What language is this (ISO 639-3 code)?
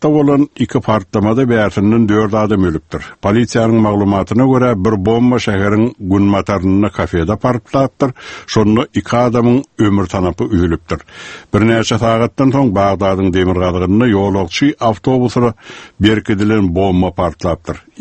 tuk